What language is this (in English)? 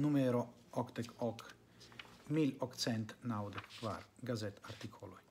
Esperanto